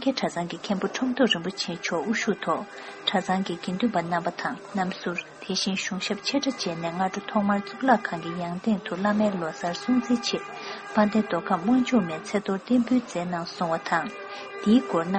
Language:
Tibetan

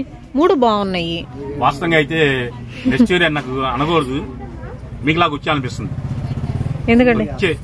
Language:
Telugu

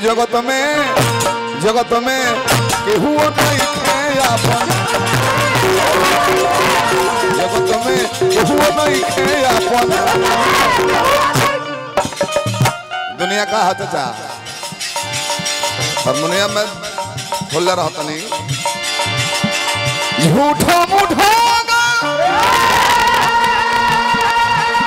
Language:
Bhojpuri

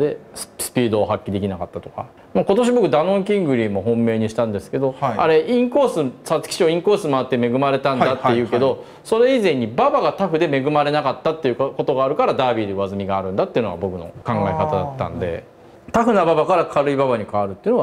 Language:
Japanese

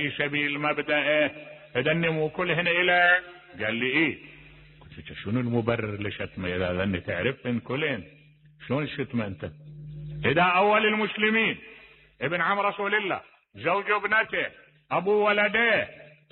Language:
Mesopotamian Arabic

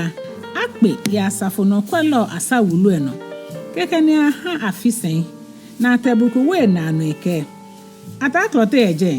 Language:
Ga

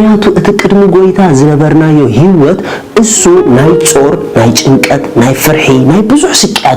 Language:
Tigrinya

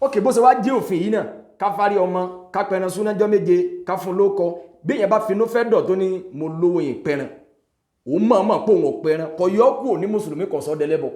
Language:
Yoruba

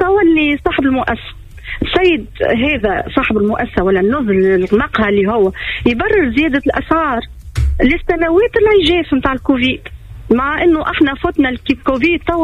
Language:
Tunisian Arabic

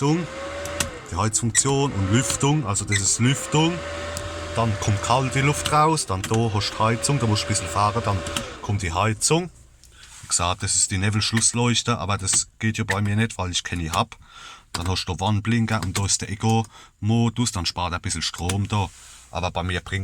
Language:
Palatine German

